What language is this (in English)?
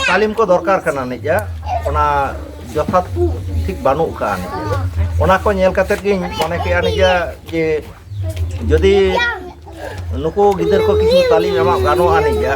Santali